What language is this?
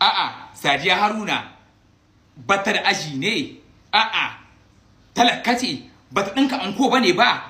Hausa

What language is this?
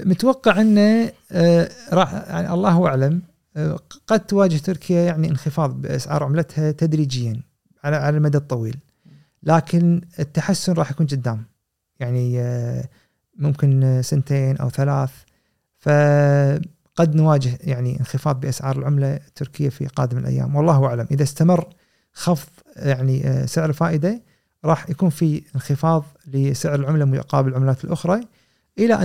Gulf Arabic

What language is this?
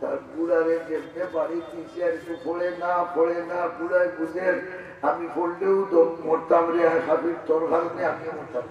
Sylheti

